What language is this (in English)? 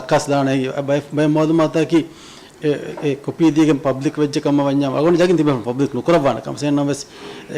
Divehi